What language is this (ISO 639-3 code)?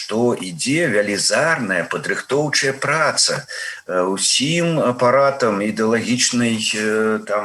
bel